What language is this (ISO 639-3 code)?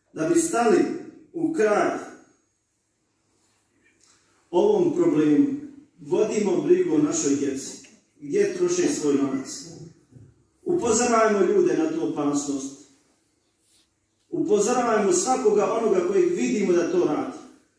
bos